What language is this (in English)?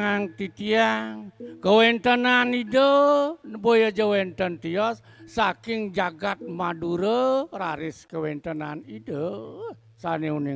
Balinese